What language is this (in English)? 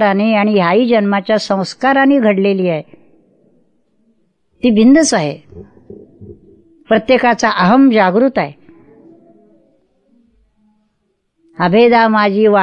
Marathi